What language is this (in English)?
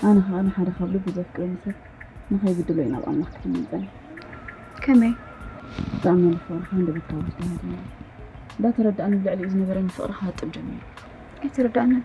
Tigrinya